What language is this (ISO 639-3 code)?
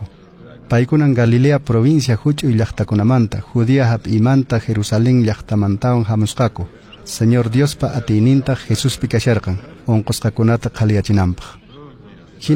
que